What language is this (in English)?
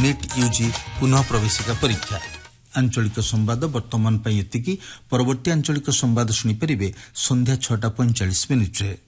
Odia